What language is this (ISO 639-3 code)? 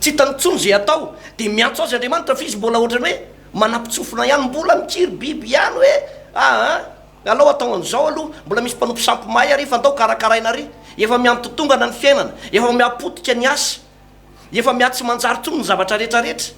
mlg